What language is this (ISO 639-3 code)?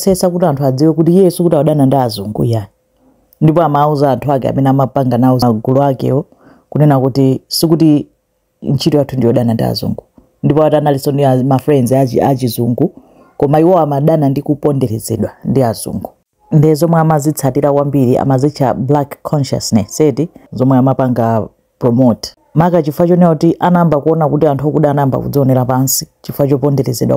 nya